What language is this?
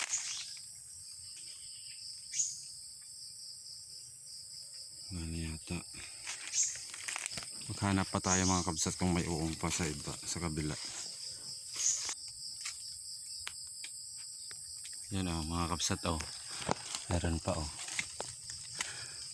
Filipino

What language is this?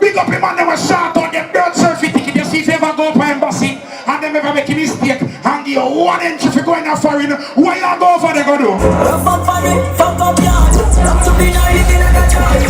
Jamaican Creole English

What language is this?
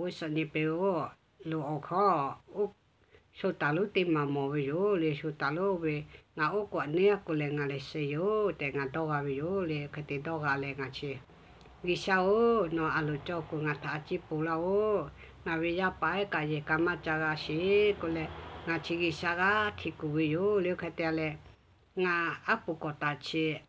Lahu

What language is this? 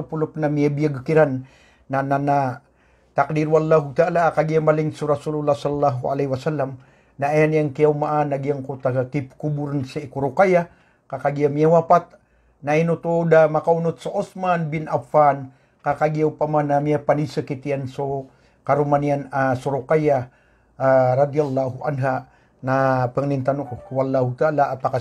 Maranao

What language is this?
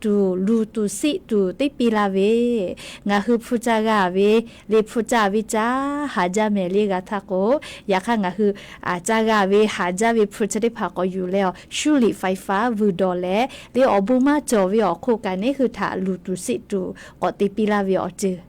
Lahu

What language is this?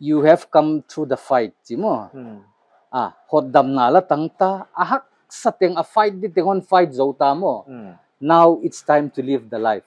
Paite Chin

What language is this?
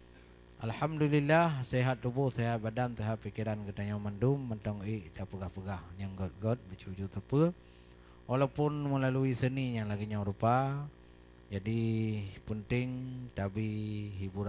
Achinese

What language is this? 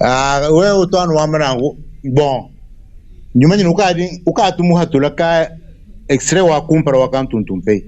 Luba-Lulua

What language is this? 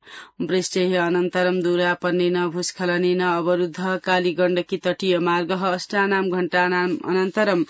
Sanskrit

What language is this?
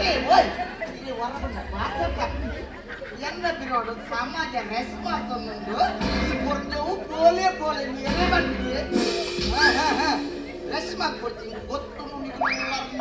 Tulu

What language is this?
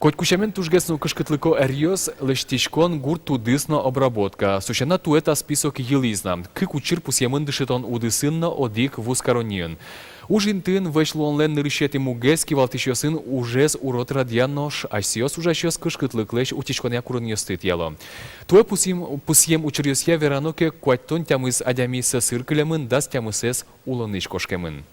Udmurt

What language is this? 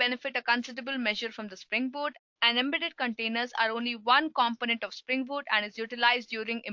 English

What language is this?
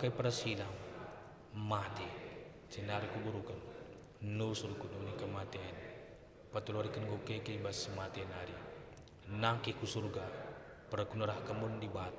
Batak Karo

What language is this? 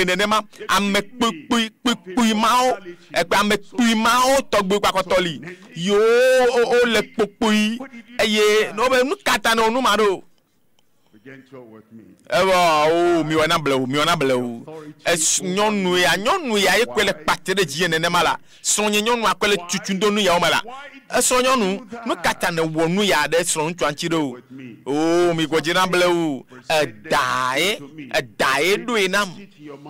Ewe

